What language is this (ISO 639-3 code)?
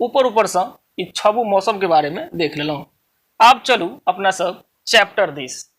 mai